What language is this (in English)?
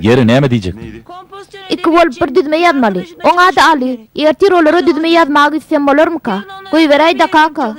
Turkmen